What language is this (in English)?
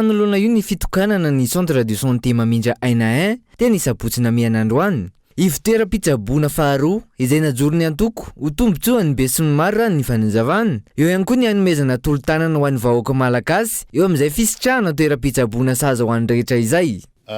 Malagasy